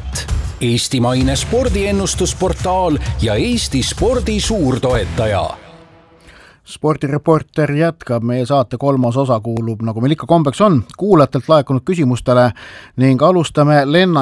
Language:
Estonian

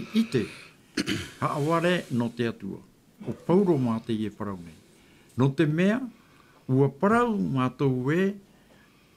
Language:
Tahitian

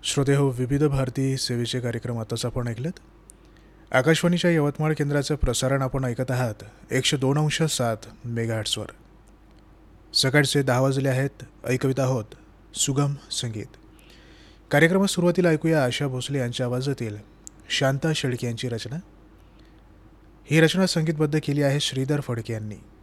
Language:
Marathi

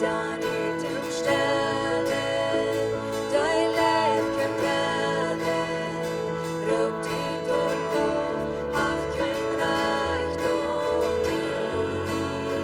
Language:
Plautdietsch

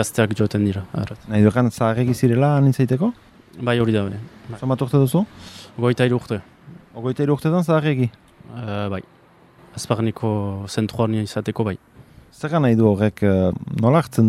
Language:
Basque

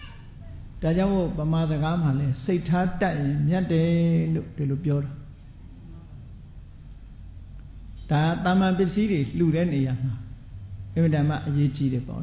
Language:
Burmese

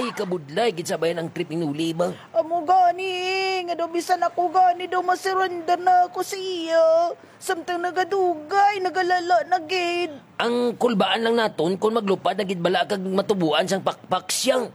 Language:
Hiligaynon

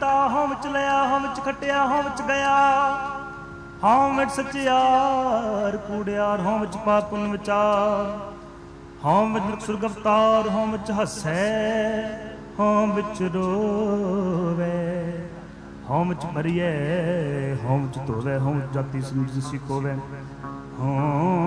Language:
Punjabi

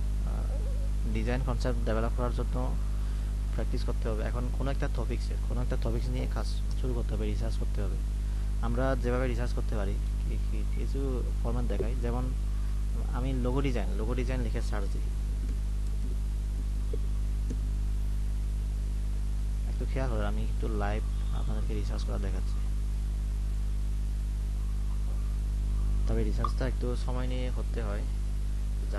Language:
Bangla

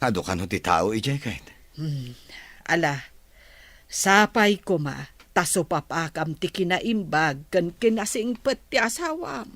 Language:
Iloko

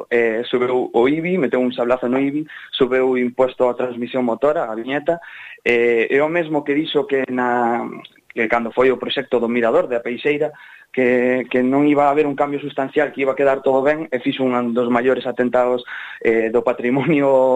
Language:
Galician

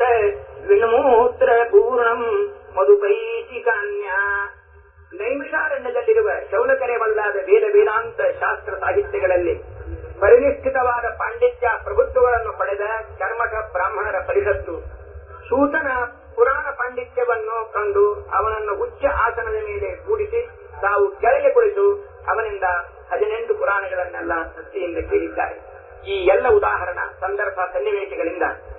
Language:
Kannada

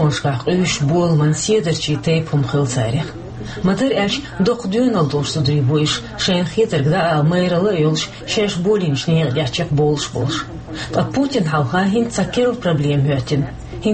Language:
Chechen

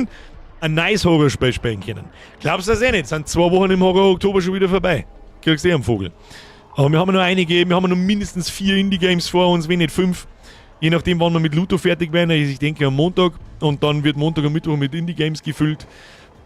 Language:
Bavarian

